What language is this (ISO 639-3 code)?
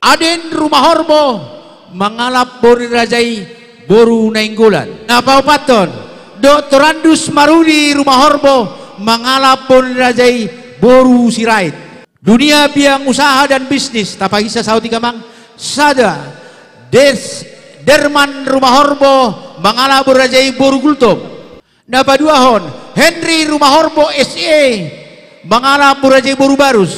bbc